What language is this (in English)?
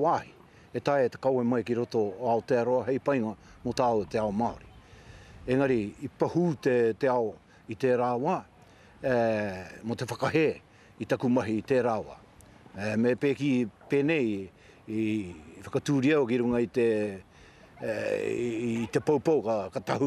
Māori